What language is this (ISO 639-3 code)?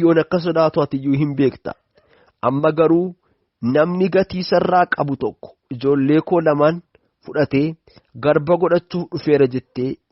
orm